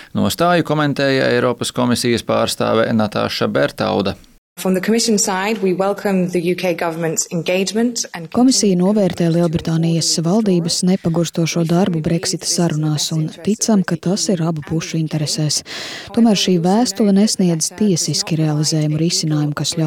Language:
Latvian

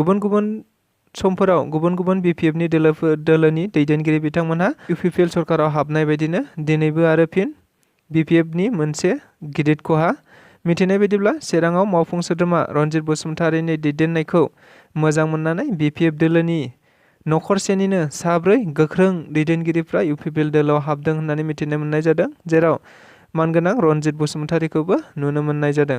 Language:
Bodo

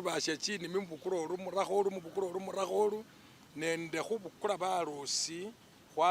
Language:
Masaaba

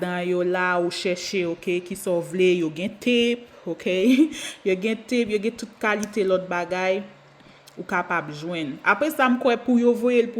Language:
Haitian Creole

